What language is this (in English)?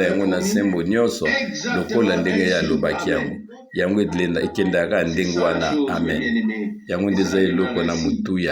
Lingala